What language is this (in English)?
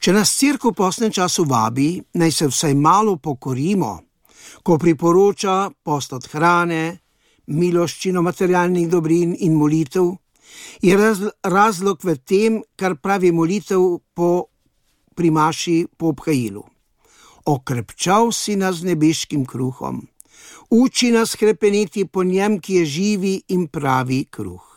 Slovenian